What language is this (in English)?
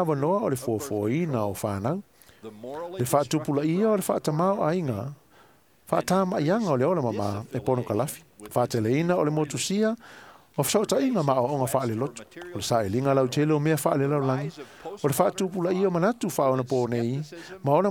Samoan